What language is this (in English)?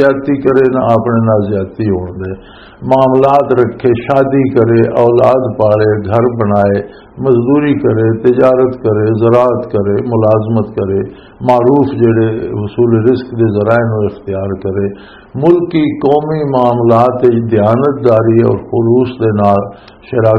Western Panjabi